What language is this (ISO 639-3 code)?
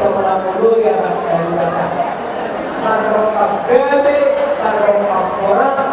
bbc